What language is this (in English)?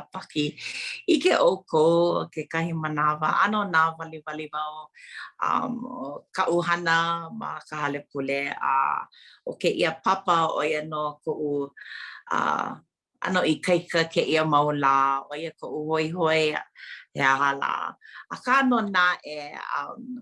Hawaiian